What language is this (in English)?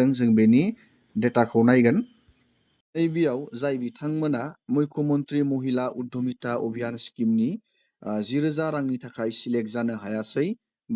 Bodo